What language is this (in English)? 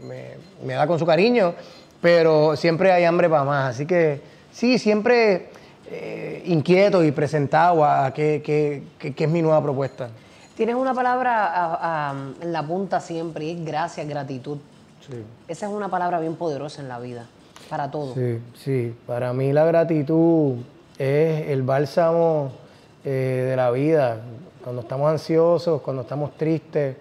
Spanish